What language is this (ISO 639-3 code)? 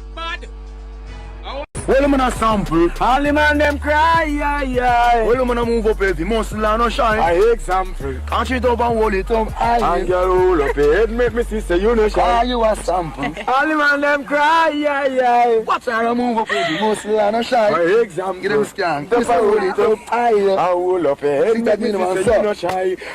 jam